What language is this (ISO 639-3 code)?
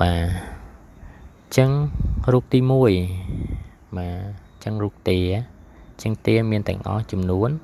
khm